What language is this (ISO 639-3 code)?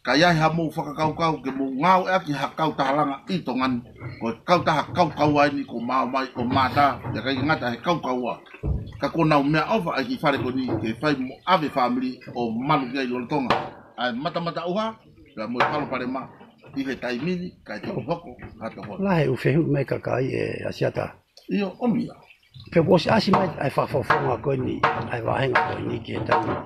ton